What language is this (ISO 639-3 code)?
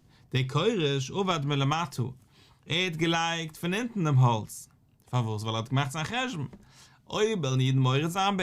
yid